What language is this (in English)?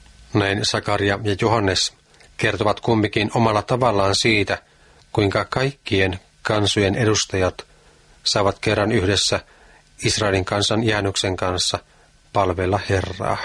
Finnish